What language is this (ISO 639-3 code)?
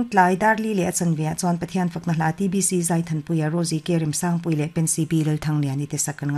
lus